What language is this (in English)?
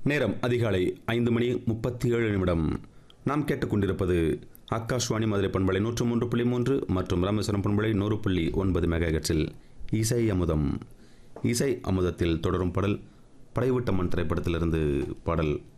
Tamil